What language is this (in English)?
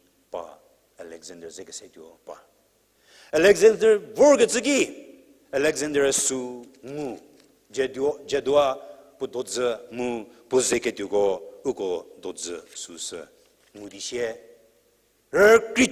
Angami Naga